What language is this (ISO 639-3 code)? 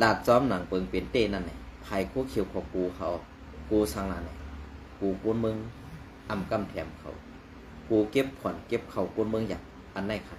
shn